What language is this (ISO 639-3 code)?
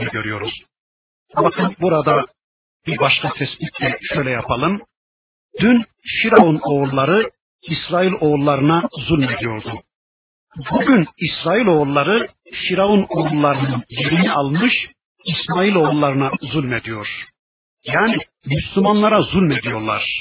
tur